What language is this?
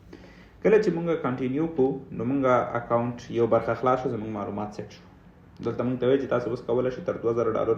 Pashto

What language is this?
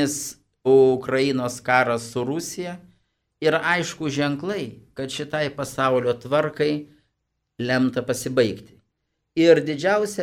Lithuanian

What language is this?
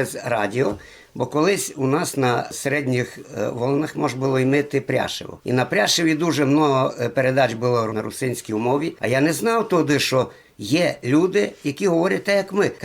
Rusyn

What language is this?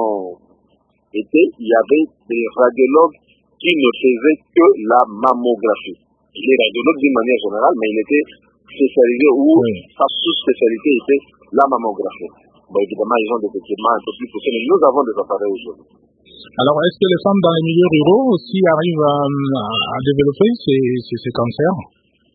French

